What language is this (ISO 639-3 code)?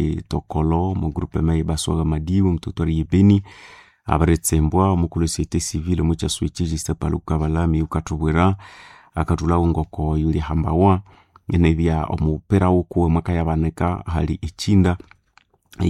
nnb